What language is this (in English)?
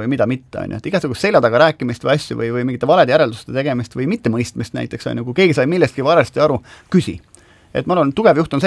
Estonian